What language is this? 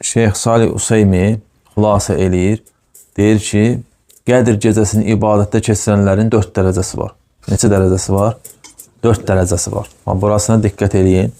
Azerbaijani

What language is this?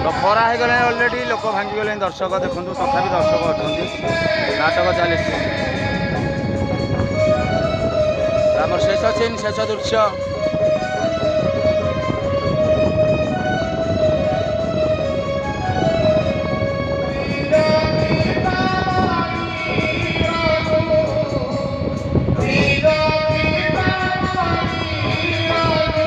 Odia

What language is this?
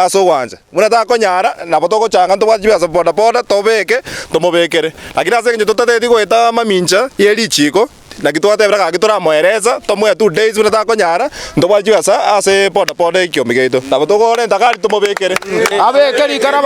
Gusii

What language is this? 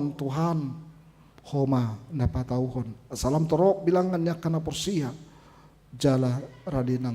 Batak Toba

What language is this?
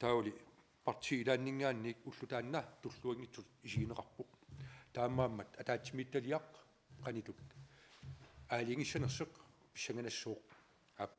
Kalaallisut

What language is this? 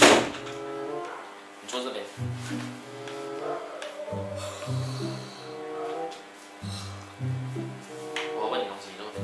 Chinese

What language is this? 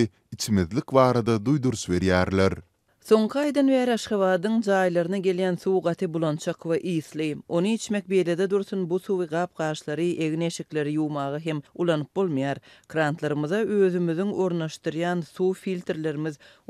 Turkmen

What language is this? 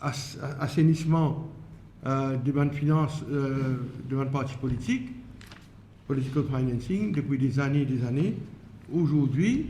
Morisyen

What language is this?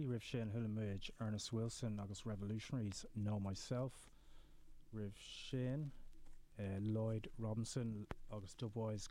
Irish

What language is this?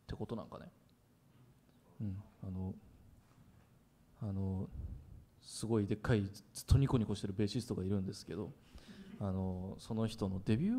Japanese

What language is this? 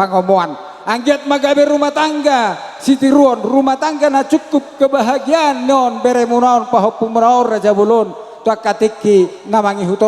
Batak Toba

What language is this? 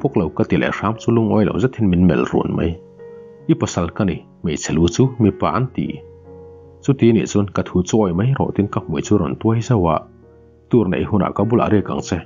Mizo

